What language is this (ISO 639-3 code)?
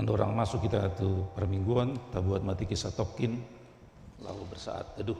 bbc